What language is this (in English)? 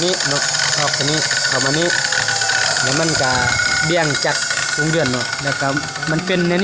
Lao